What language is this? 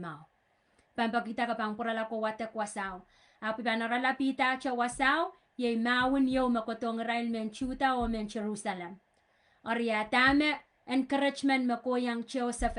Pohnpeian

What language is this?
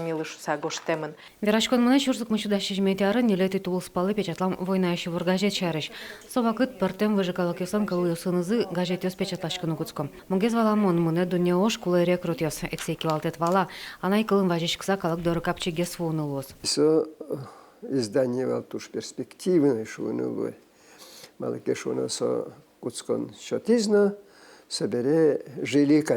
Udmurt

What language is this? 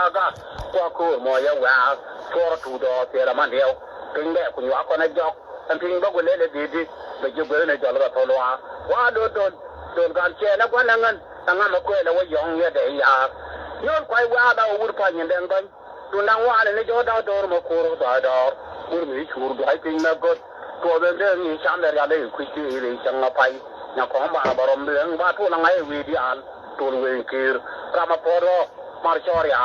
Nuer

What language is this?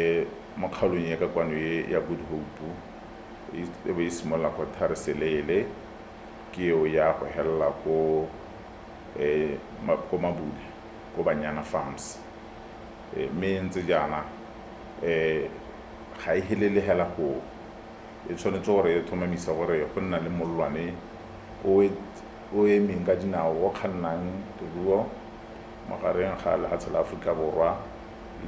Tswana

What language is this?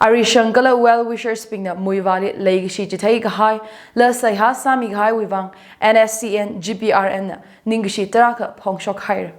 Tangkhul Naga (India)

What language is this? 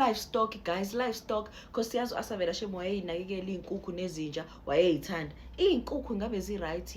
Zulu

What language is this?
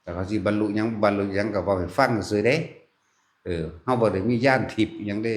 Northeastern Thai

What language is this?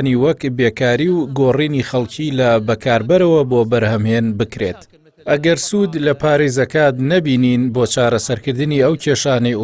Central Kurdish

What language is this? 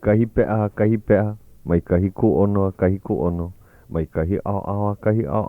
Hawaiian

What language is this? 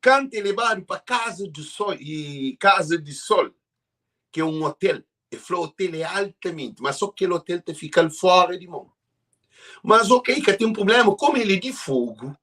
Kabuverdianu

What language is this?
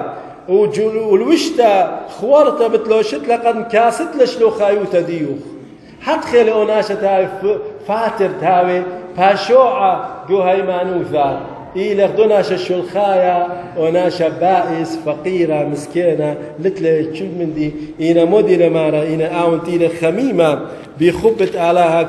Assyrian Neo-Aramaic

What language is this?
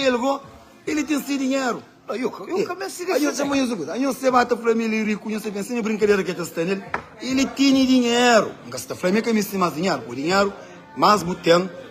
Kabuverdianu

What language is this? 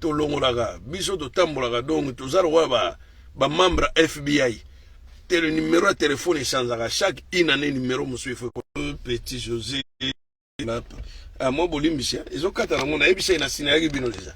Lingala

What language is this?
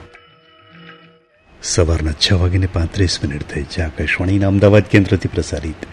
Gujarati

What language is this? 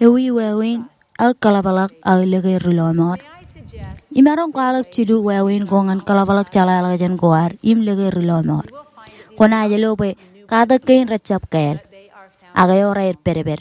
Marshallese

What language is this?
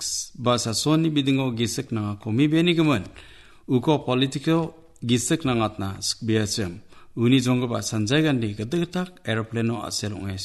Garo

